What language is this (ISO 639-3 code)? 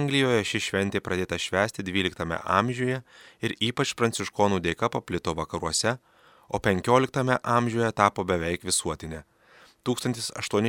lit